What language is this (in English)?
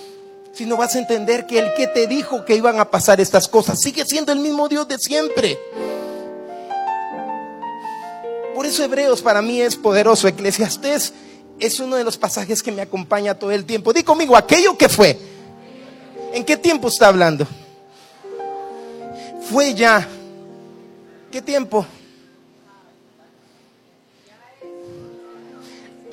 Spanish